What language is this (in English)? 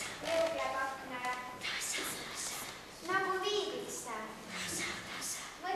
Estonian